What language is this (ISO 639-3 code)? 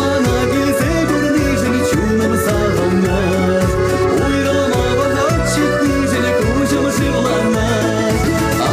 chv